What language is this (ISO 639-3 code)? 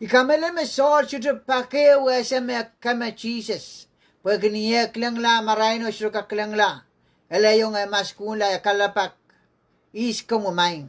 pon